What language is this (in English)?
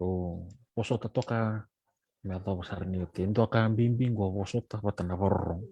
Fijian